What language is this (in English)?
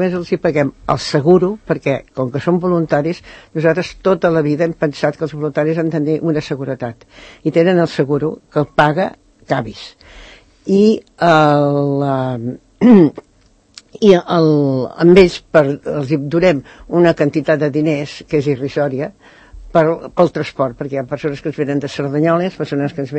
Catalan